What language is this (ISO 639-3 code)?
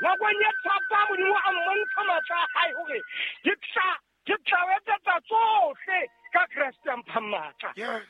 sot